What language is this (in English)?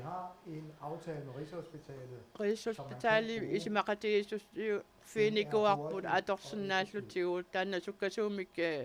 Kalaallisut